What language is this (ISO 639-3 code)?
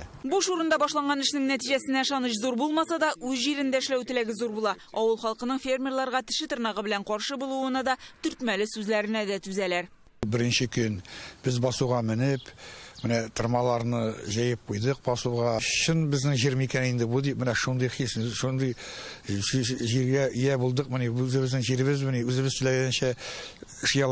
tat